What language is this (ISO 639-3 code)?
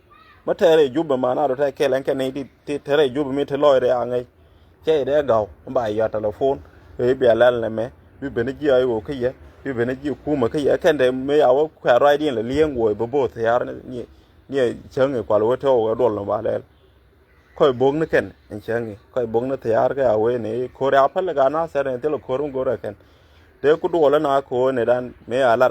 nus